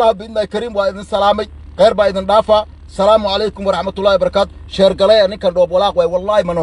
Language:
Somali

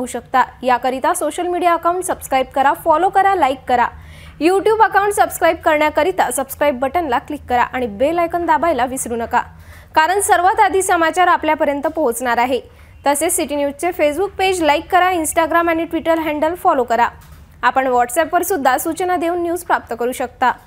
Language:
Marathi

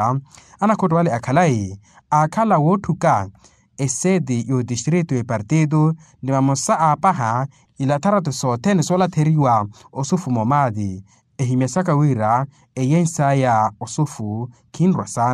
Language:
Makhuwa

